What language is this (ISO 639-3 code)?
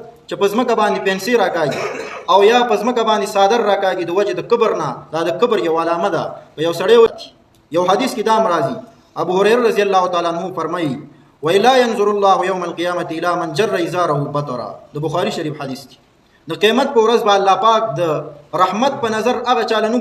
pus